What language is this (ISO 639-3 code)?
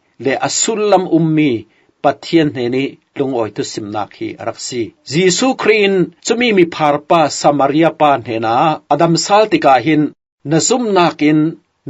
cfm